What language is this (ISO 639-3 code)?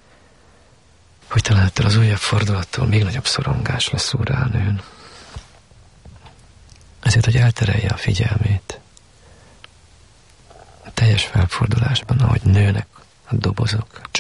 hun